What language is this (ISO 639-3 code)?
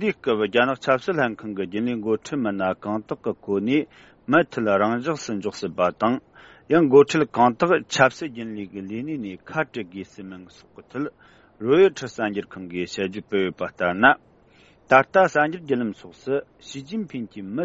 bod